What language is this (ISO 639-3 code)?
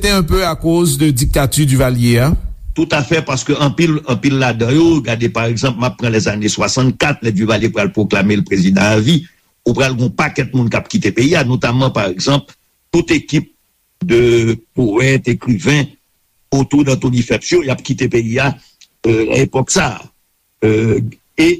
hat